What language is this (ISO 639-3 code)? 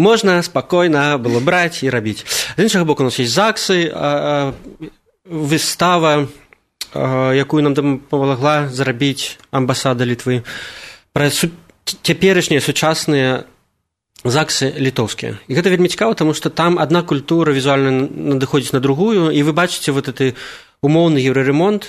bel